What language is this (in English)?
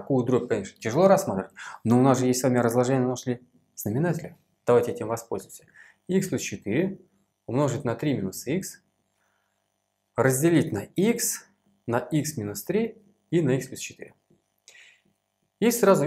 Russian